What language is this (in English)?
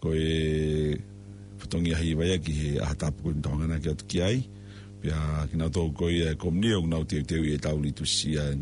Tongan